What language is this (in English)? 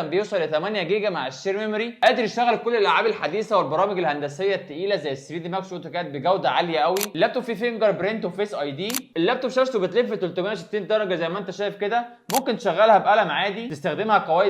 Egyptian Arabic